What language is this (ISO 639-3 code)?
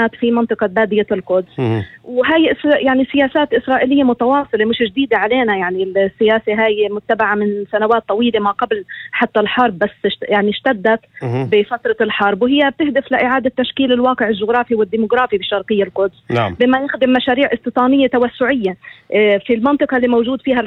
apc